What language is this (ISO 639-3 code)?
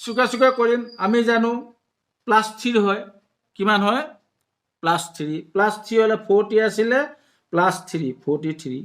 asm